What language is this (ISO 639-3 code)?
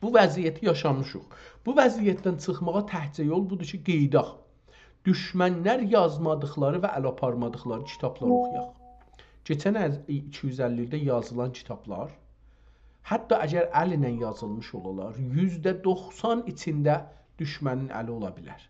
azb